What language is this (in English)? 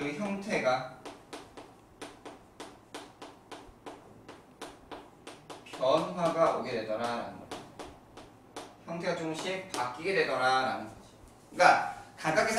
Korean